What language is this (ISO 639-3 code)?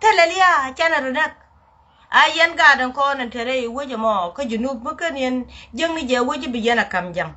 nus